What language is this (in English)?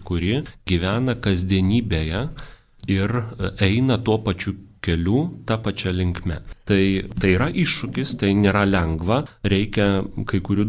Lithuanian